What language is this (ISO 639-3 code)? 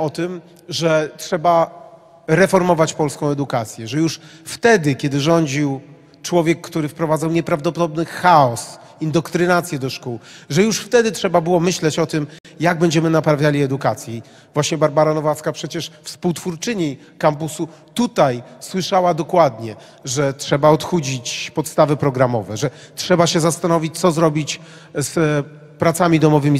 pol